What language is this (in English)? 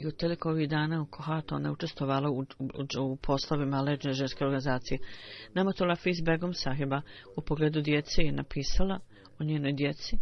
Bosnian